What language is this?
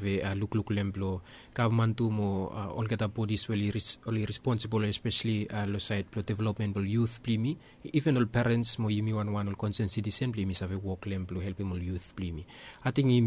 Bislama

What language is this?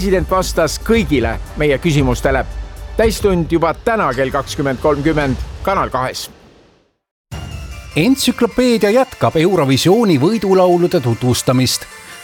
Estonian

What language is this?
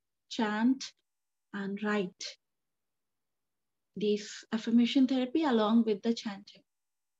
English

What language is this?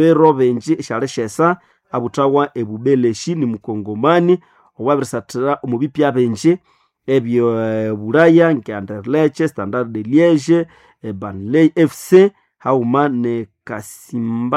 Nande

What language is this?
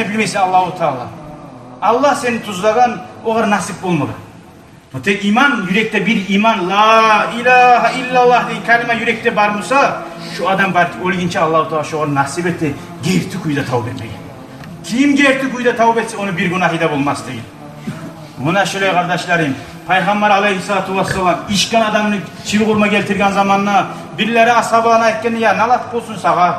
Kumyk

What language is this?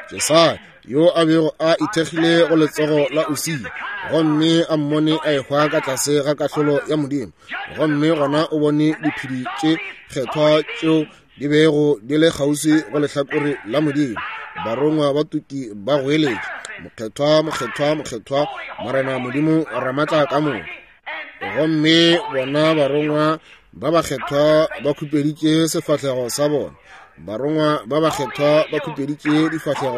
Northern Sotho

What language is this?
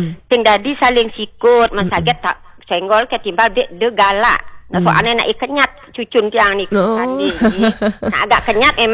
Balinese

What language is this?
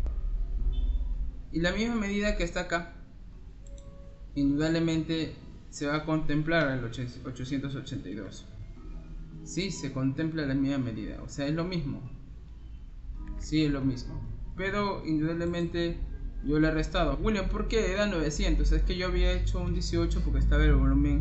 Spanish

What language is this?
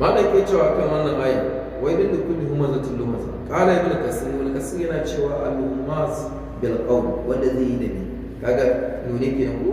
Hausa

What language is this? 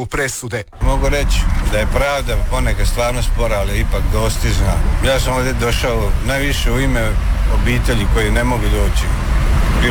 Croatian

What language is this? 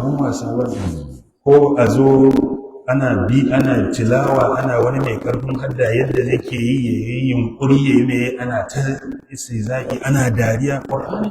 Hausa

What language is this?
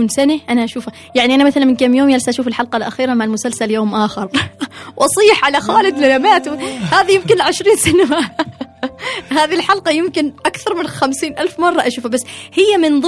Gulf Arabic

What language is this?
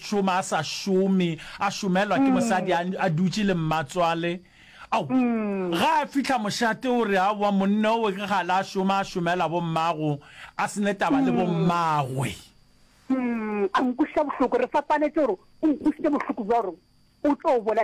Northern Sotho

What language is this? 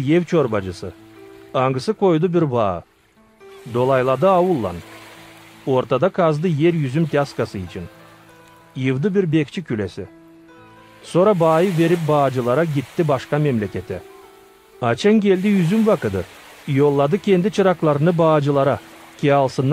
Gagauz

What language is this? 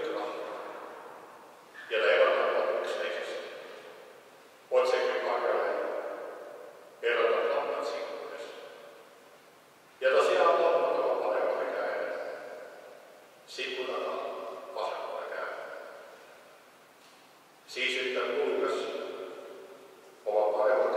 Estonian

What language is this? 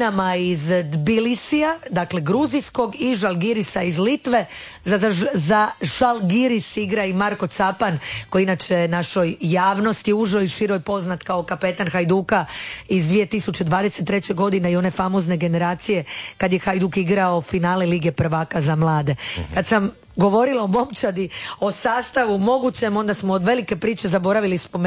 Croatian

